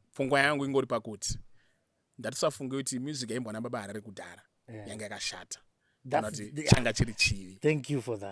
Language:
Shona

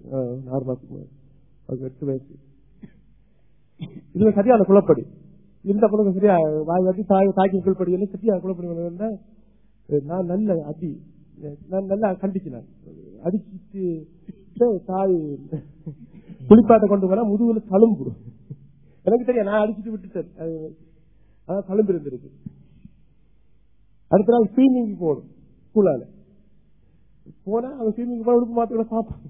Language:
Tamil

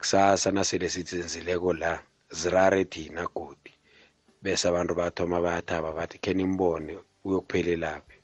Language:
South Ndebele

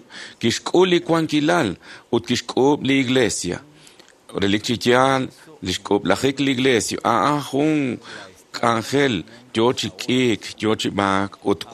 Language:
Kekchí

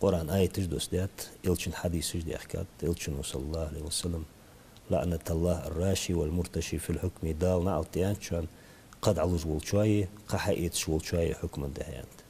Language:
Ingush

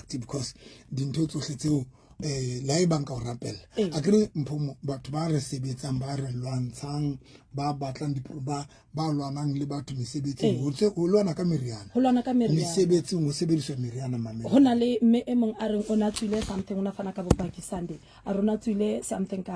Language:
Southern Sotho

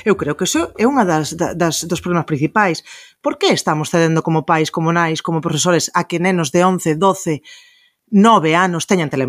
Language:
Galician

